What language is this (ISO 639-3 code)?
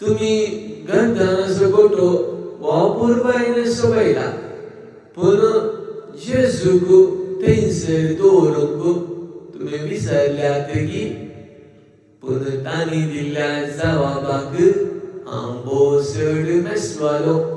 kok